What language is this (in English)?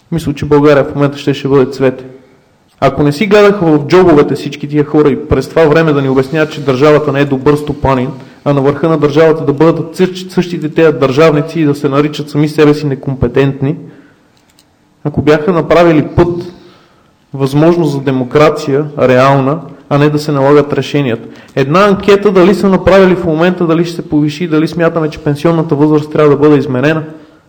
Bulgarian